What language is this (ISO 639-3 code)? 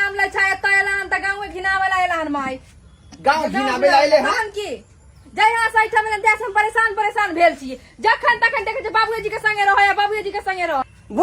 mai